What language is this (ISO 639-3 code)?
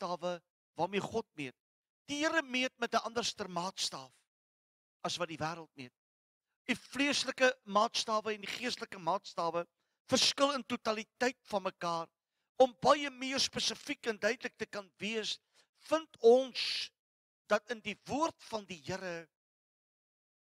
afr